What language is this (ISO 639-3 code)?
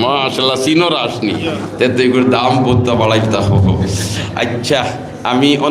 syl